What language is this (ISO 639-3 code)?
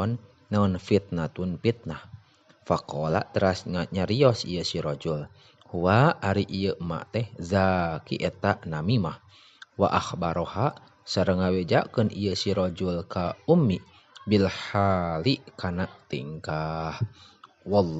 sun